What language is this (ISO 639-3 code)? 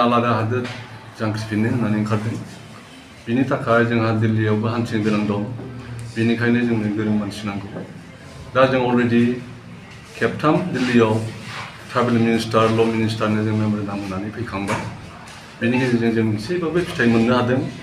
brx